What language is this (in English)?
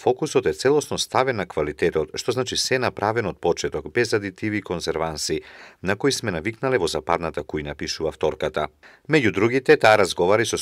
Macedonian